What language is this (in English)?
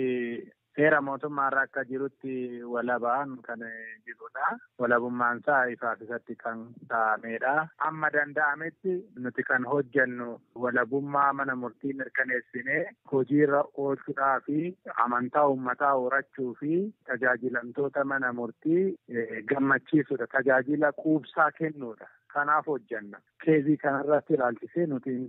Oromo